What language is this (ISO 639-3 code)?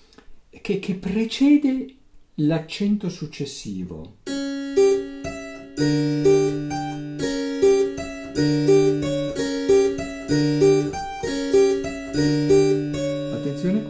ita